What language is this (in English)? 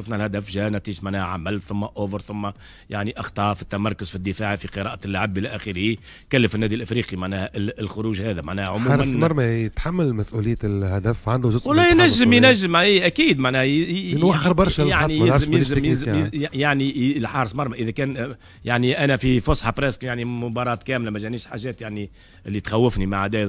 Tunisian Arabic